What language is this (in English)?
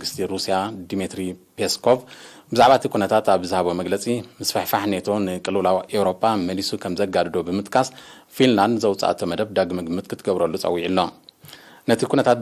Tigrinya